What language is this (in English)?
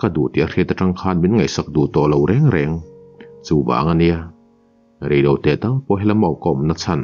Mizo